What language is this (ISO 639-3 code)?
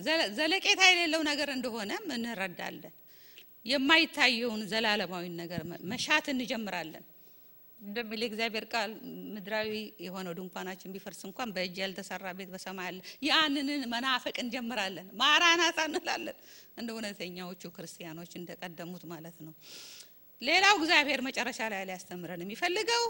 amh